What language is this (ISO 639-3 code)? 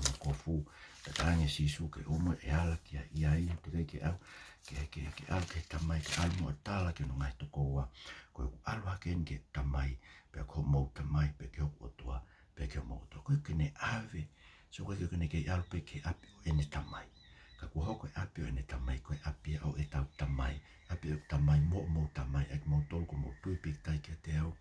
ton